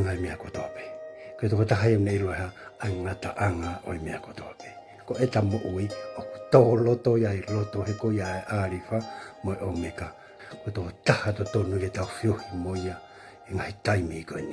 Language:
Tongan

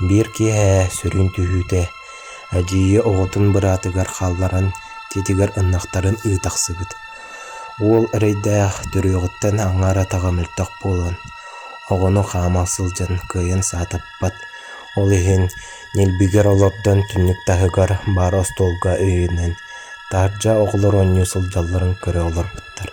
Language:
Yakut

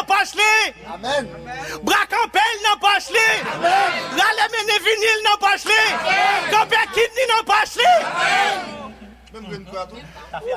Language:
Haitian Creole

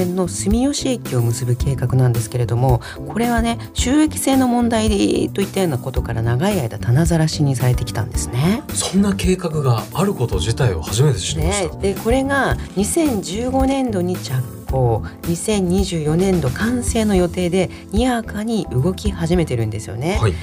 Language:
Japanese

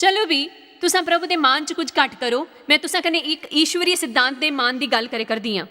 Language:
Dogri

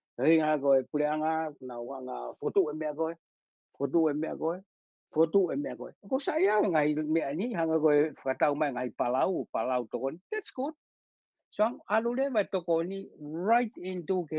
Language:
Tongan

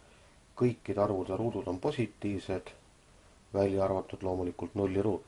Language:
Estonian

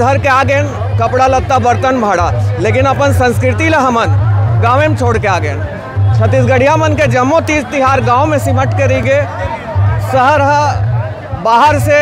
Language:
Chhattisgarhi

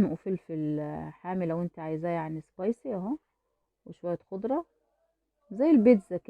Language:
Egyptian Arabic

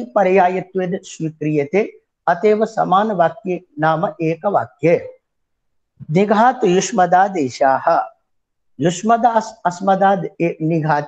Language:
Sanskrit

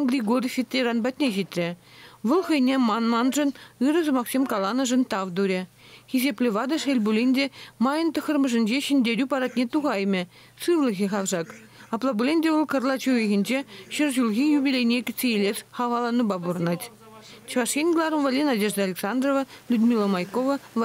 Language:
Chuvash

